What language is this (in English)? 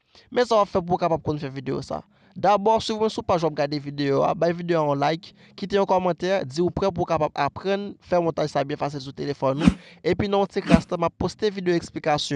Haitian Creole